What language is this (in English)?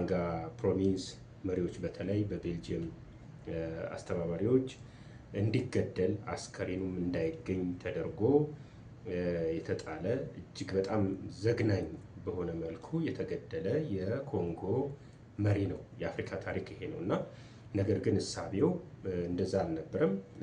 Amharic